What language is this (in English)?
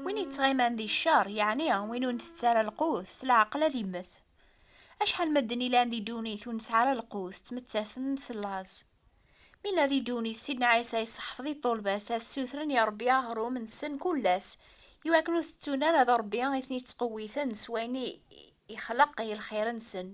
Kabyle